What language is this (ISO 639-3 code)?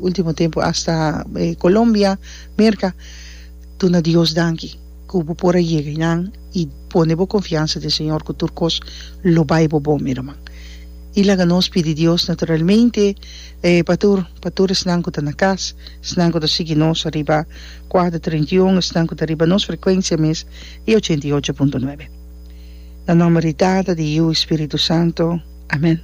pap